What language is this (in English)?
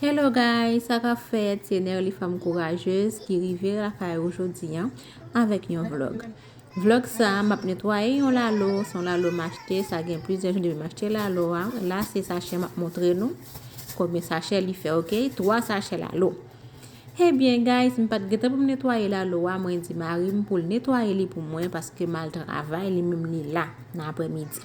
Haitian Creole